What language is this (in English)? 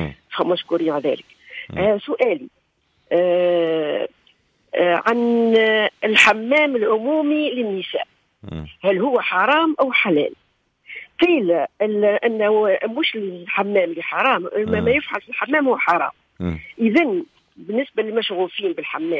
Tunisian Arabic